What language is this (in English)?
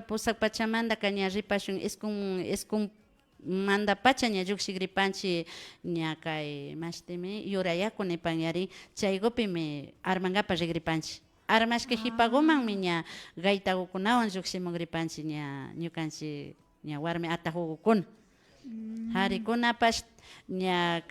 Imbabura Highland Quichua